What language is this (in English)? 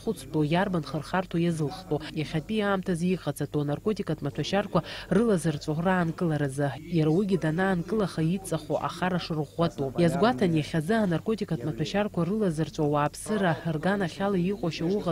Abkhazian